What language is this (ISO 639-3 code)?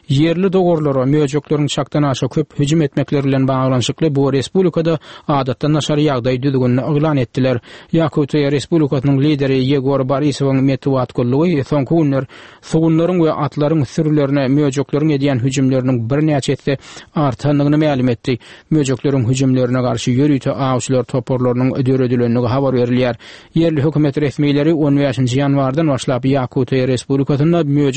tuk